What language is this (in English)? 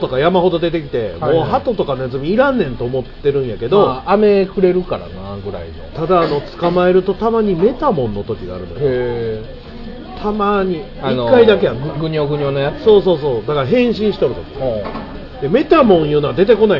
Japanese